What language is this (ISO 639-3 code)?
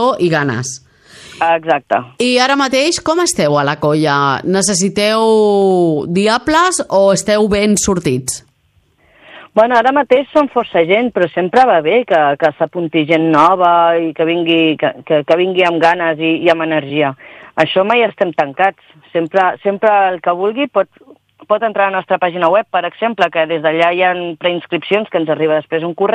cat